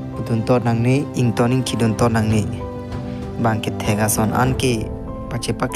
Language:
Karbi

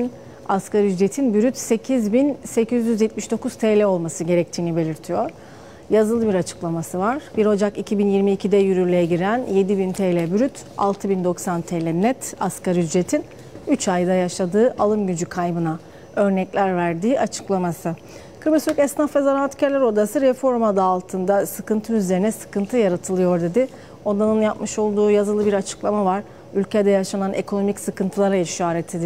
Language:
Turkish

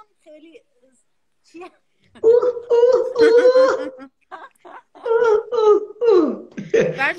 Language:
Persian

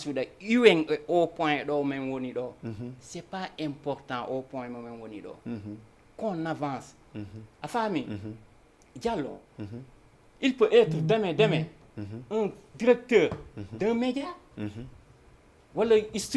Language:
Fula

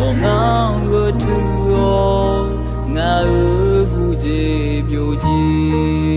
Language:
Akha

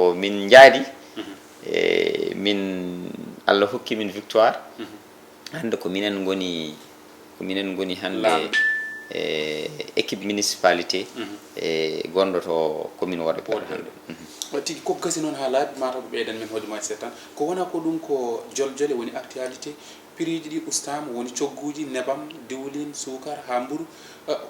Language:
Fula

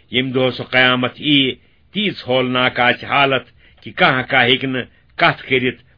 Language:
Kashmiri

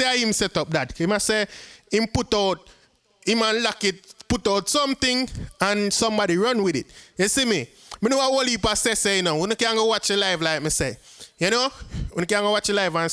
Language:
Jamaican Creole English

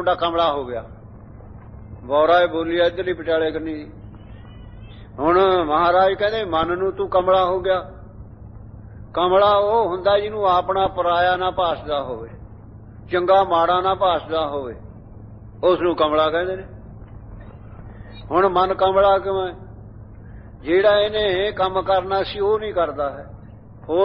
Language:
Punjabi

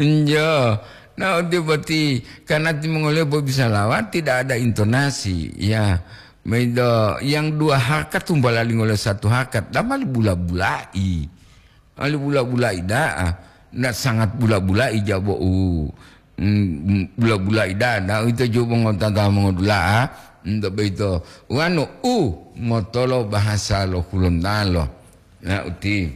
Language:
Gorontalo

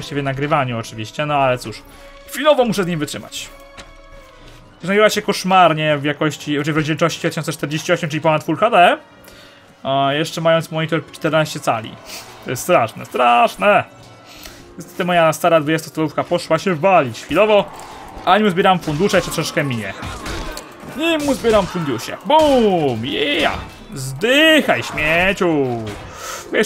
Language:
Polish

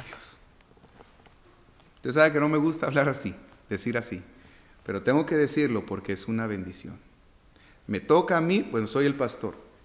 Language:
Spanish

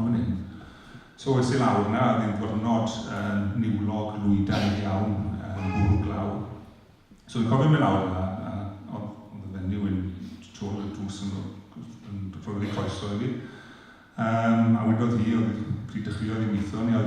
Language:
Welsh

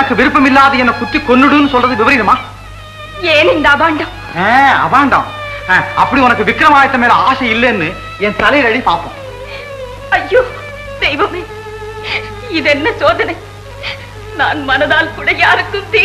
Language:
Tamil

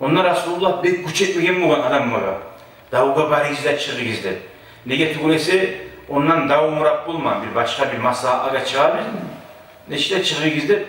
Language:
Kumyk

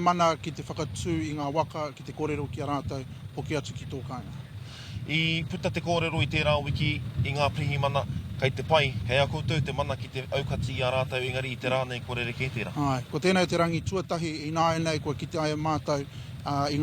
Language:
Māori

